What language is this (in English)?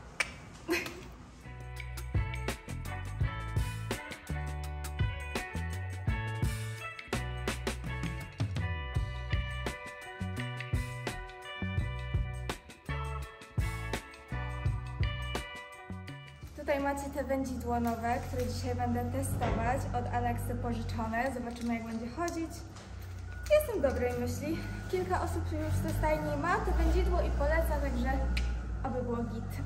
Polish